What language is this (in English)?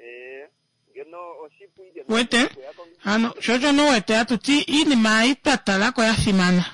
Kuanyama